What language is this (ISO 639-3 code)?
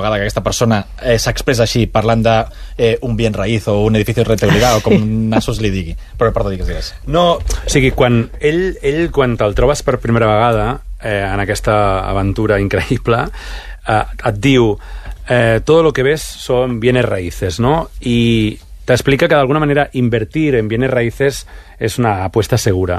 cat